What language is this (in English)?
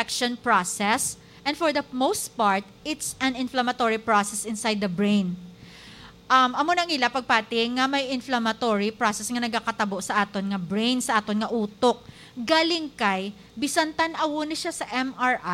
Hiligaynon